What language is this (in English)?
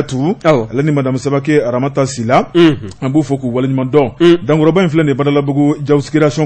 Bambara